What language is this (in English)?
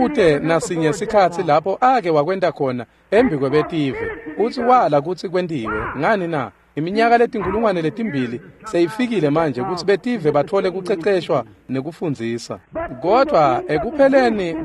Swati